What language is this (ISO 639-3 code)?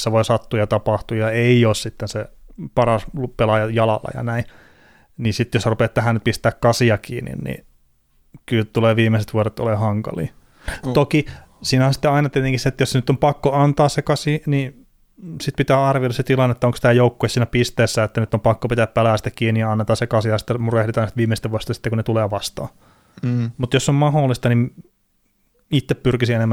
fin